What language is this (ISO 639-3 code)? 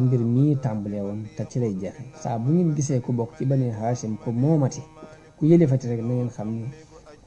wol